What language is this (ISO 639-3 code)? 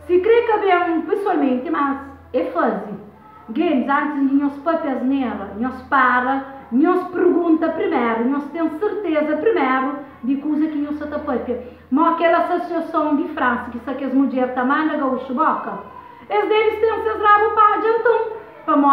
kea